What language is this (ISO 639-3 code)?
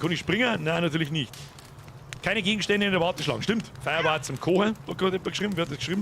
bar